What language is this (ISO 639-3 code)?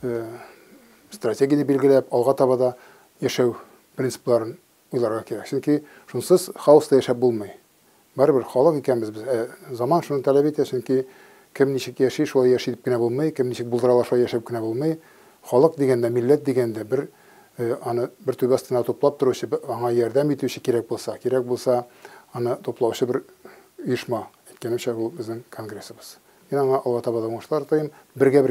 tat